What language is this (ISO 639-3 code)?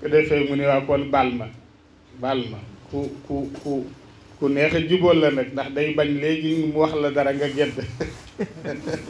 wol